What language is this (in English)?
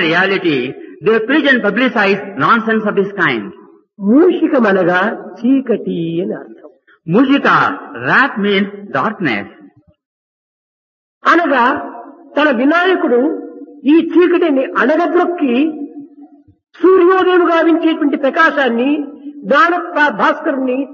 Telugu